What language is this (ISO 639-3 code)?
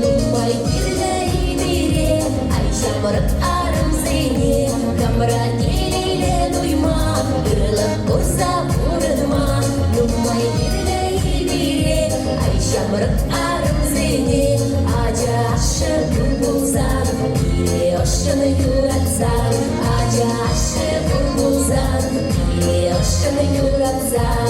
chv